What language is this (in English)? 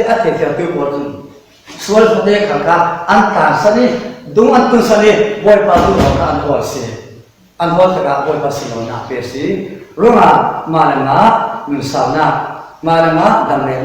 Falam Chin